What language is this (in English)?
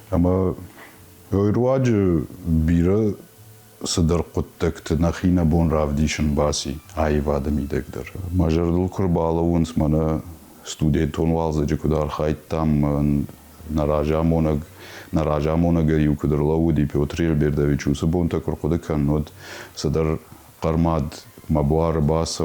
Ossetic